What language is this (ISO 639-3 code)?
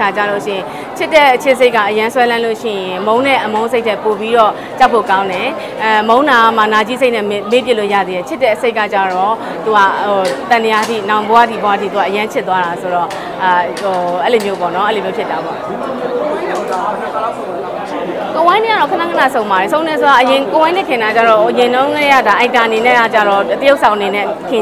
mya